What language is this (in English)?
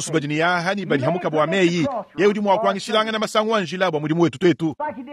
Luba-Lulua